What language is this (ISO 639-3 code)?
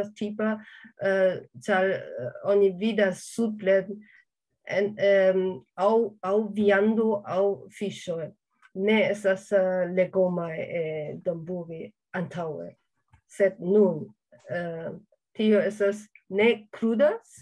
epo